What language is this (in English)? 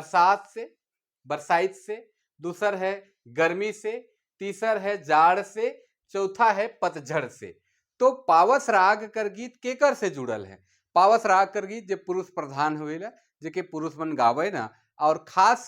Sadri